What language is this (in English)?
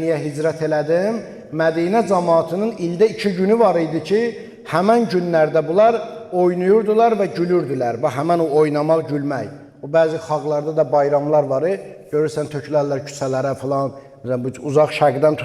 Azerbaijani